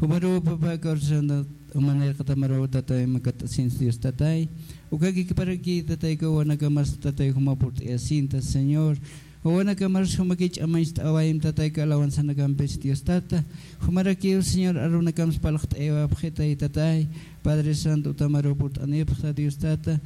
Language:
Aymara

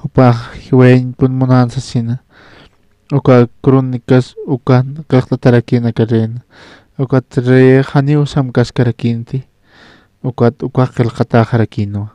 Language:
Aymara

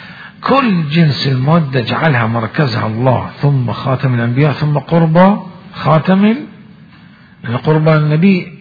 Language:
Mesopotamian Arabic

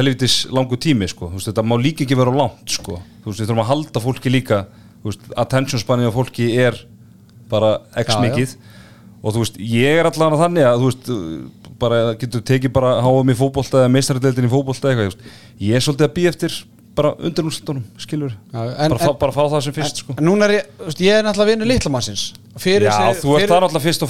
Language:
Icelandic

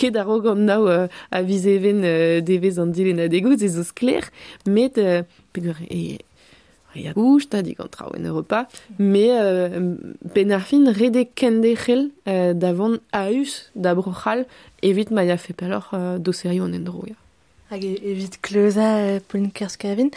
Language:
Breton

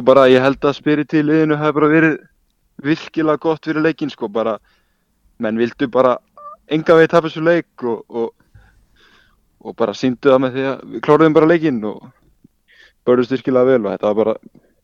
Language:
Icelandic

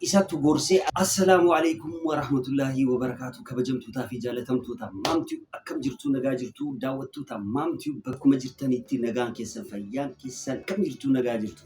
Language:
Oromo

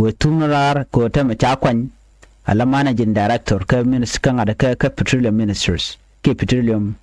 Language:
Nuer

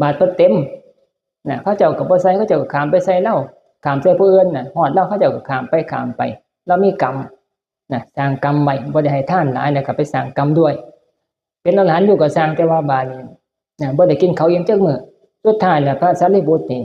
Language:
Northeastern Thai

